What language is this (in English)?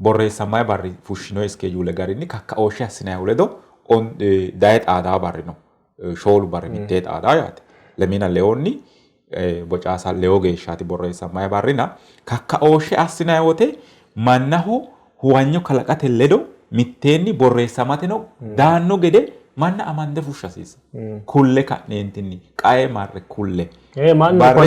Sidamo